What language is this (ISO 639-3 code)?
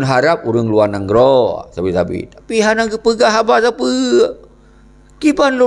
ace